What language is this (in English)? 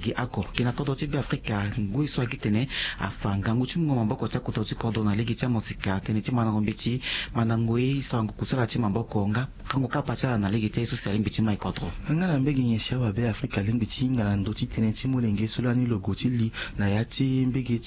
Sango